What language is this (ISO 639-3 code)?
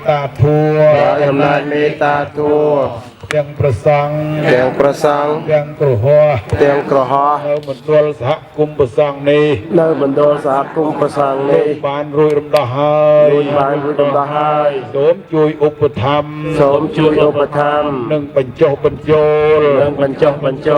khm